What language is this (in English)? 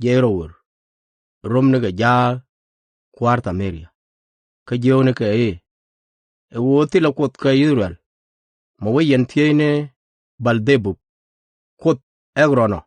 Nuer